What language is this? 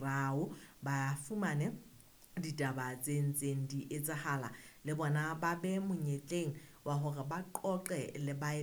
Southern Sotho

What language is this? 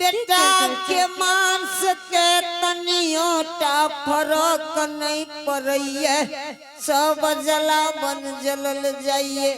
Angika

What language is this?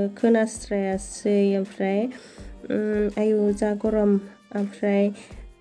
Bodo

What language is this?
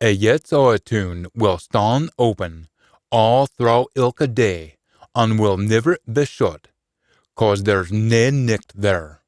Scots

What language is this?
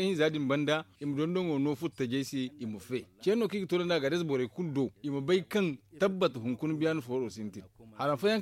Zarma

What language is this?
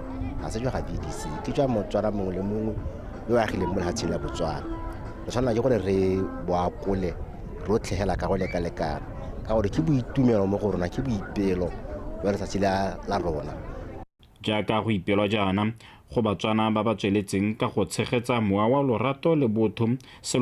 Tswana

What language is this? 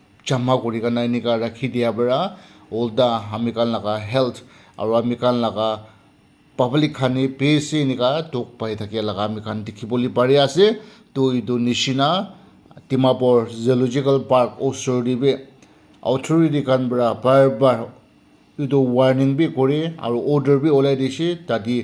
Naga Pidgin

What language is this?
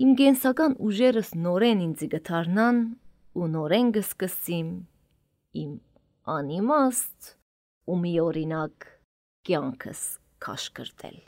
Armenian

